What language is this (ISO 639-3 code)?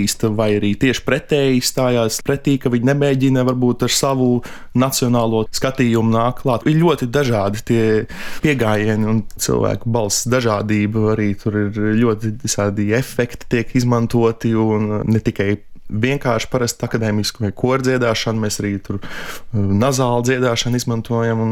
lav